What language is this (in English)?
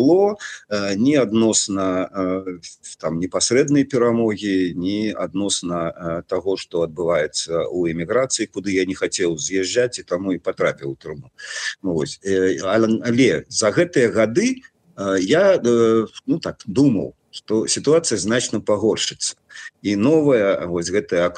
Belarusian